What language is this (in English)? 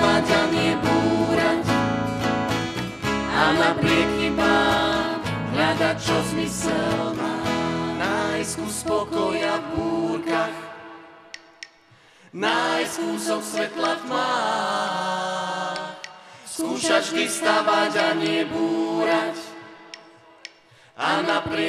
Slovak